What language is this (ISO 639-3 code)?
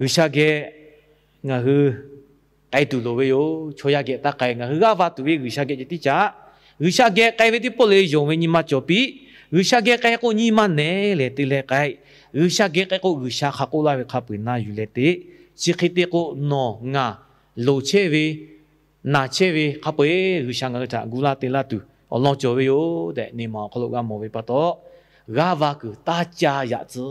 lhu